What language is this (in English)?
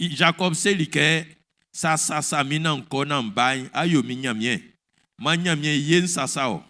Baoulé